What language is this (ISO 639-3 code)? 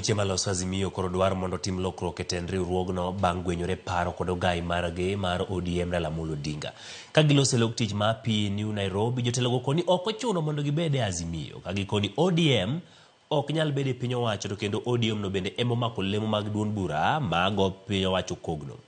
luo